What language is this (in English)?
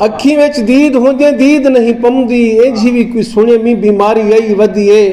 Saraiki